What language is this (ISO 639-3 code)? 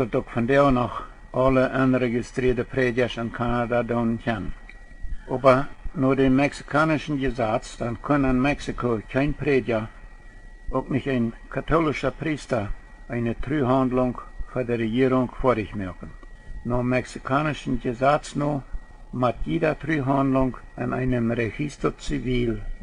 pdt